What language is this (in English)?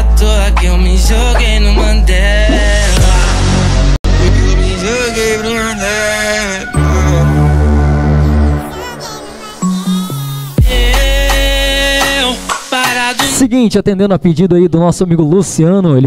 Portuguese